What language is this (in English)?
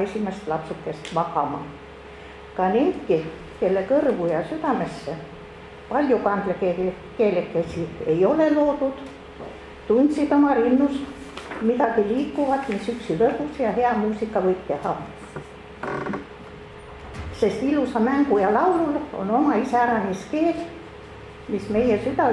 Estonian